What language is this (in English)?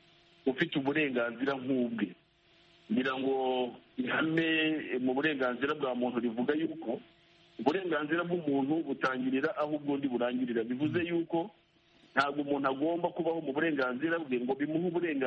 Kinyarwanda